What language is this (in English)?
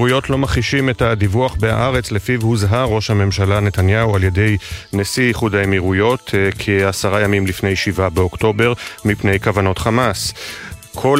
Hebrew